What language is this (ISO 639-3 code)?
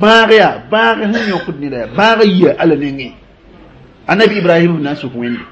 mos